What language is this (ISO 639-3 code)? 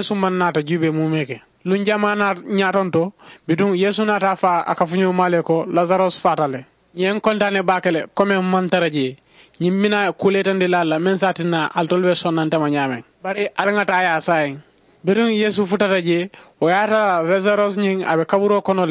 man